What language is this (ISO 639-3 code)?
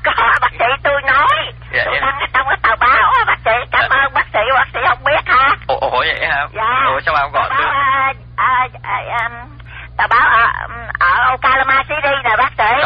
vie